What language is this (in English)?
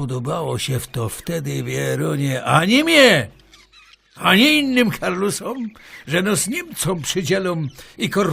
Silesian